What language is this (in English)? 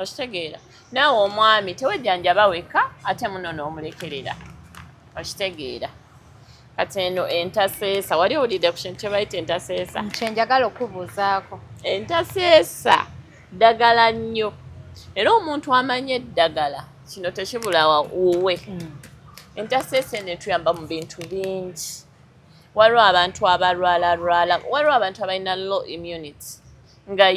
Ganda